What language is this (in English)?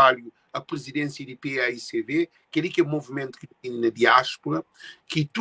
Kabuverdianu